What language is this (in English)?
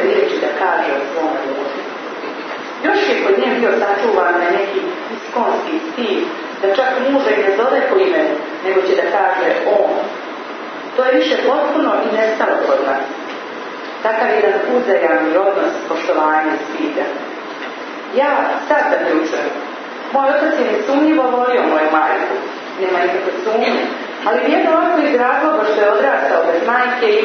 Croatian